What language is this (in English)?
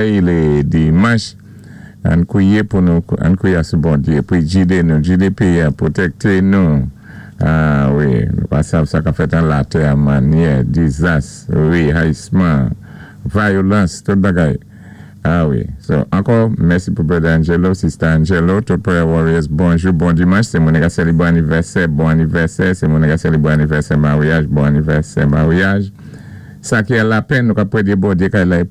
Saint Lucian Creole French